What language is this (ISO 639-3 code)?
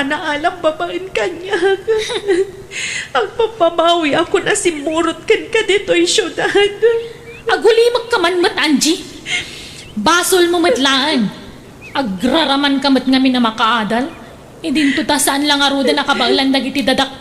ilo